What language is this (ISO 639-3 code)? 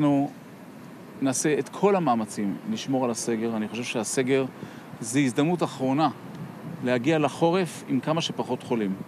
heb